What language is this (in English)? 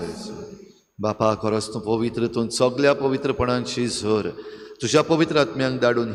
Konkani